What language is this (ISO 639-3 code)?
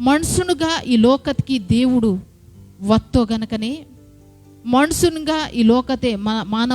kff